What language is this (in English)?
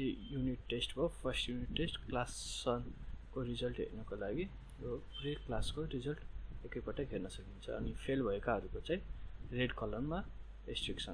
Nepali